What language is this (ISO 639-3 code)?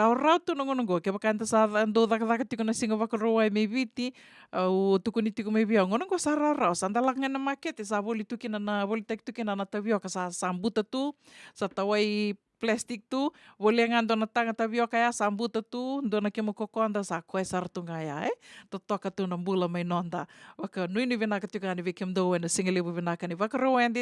fij